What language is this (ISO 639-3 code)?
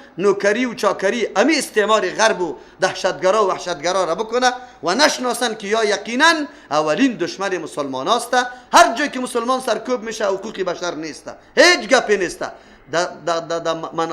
fas